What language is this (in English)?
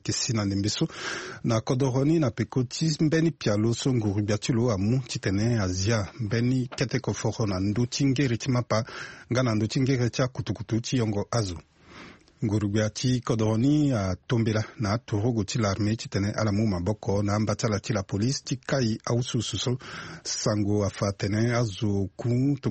Sango